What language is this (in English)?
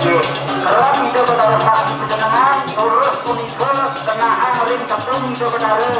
Balinese